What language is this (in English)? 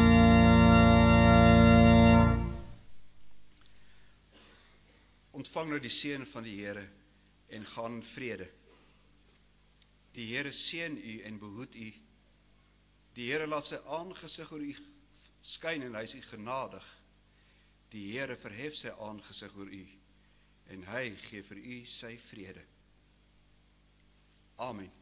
Afrikaans